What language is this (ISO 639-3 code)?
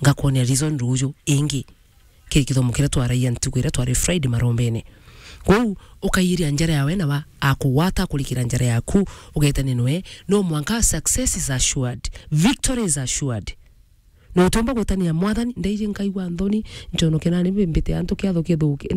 mer